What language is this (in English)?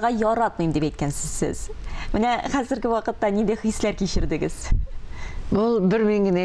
Tatar